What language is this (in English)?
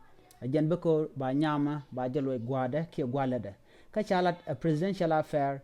Nuer